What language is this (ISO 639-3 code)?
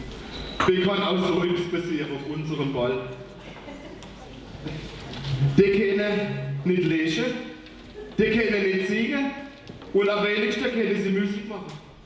deu